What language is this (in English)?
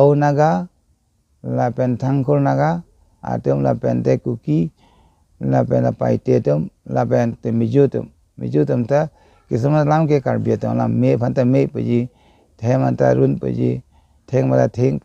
Karbi